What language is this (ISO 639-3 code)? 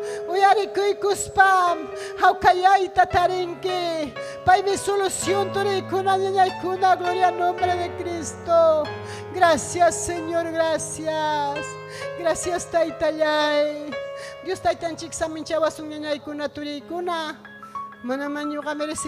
quy